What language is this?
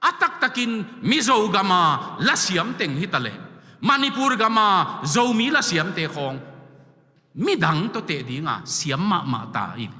Tedim Chin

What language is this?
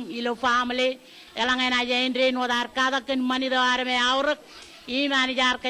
Marshallese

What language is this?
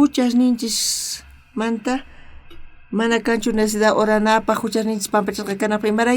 South Bolivian Quechua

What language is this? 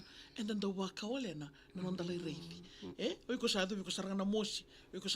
Fijian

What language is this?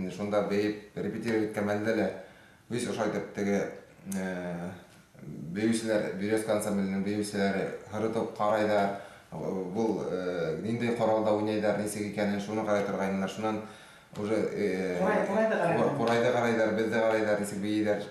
Bashkir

